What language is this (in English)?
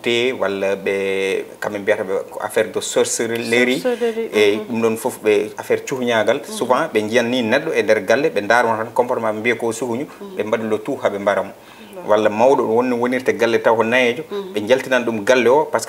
Fula